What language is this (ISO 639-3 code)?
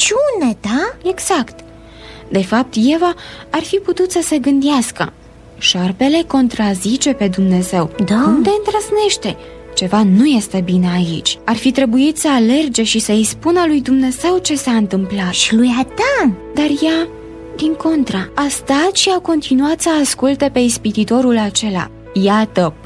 ron